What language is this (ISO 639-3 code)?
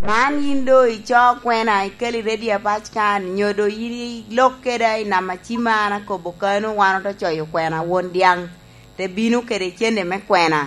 laj